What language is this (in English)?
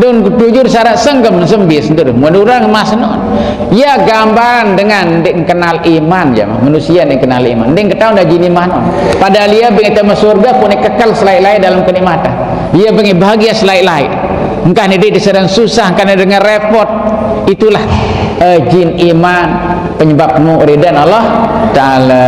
Sasak